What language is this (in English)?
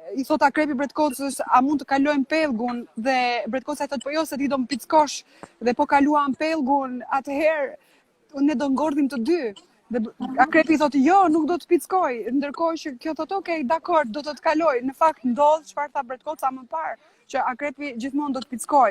Albanian